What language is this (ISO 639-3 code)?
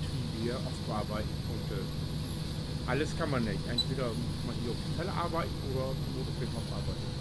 nds